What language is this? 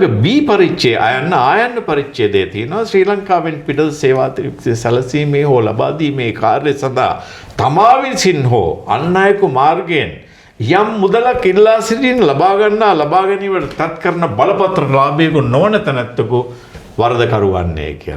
Sinhala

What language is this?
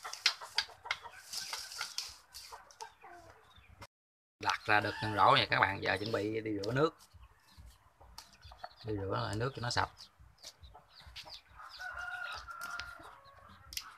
Vietnamese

